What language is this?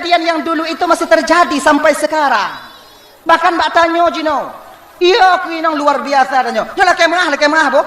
Achinese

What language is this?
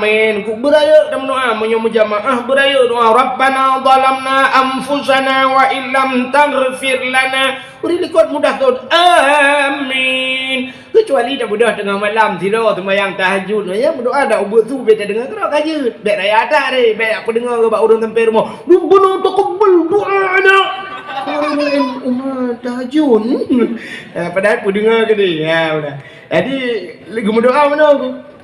Achinese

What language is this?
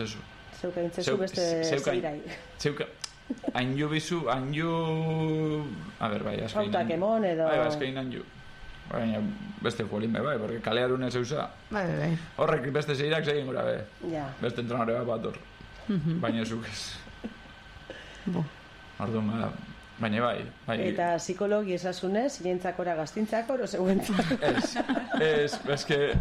Basque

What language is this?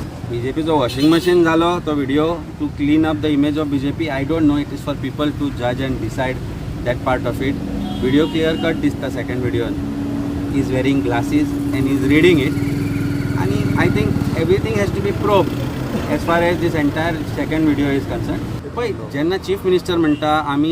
Konkani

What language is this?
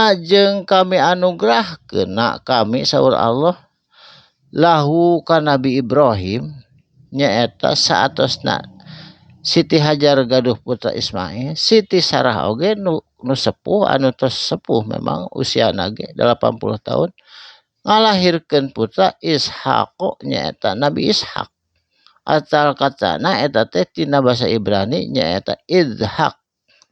Sundanese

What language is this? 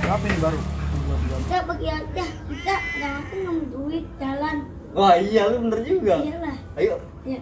Betawi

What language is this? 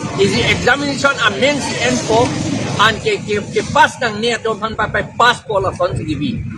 Karbi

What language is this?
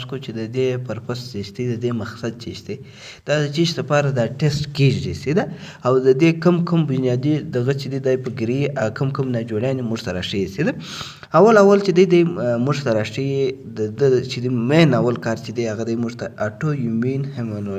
Pashto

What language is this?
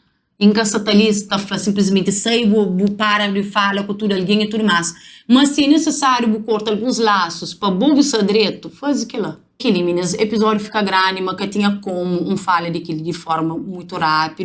Kabuverdianu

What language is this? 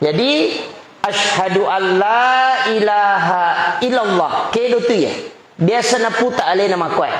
Buginese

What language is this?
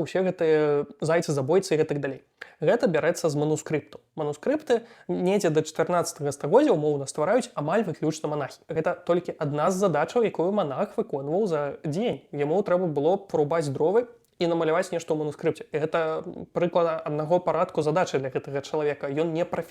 Belarusian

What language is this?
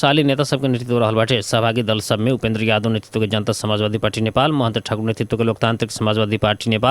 Bhojpuri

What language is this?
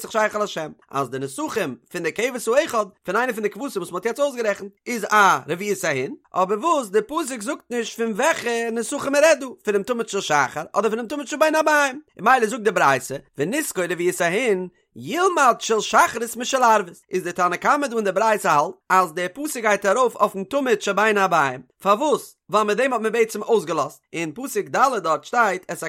Yiddish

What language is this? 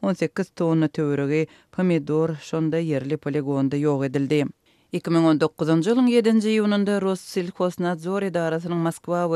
Turkmen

